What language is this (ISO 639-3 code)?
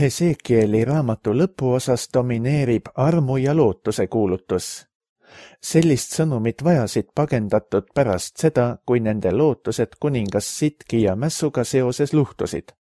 est